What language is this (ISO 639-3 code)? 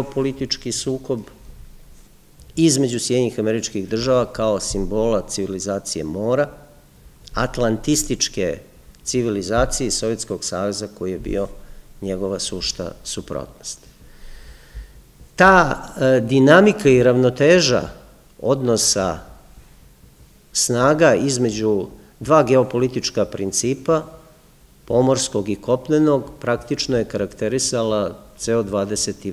srp